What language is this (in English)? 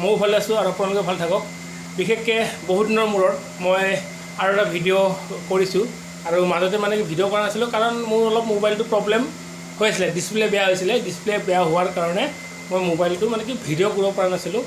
Assamese